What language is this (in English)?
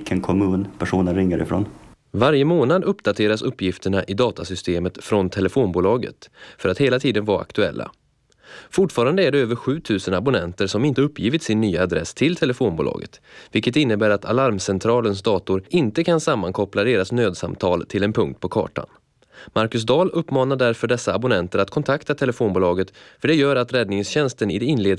Swedish